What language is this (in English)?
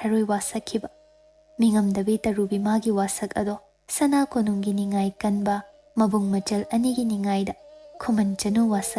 Manipuri